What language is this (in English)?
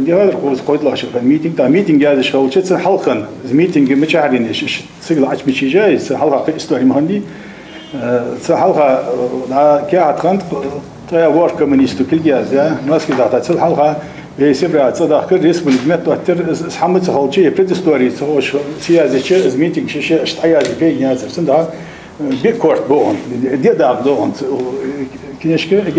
Ingush